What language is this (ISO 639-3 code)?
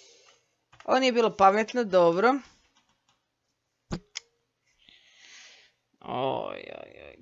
hrv